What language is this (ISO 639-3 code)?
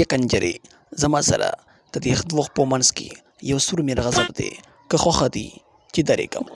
pus